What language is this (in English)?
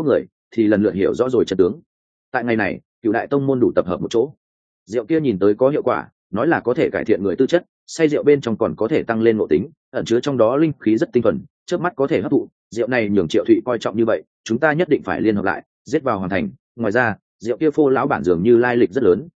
Vietnamese